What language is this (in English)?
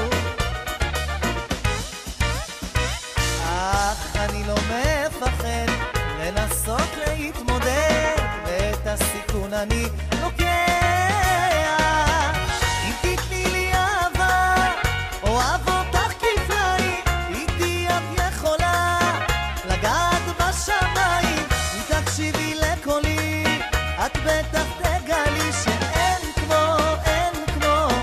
Hebrew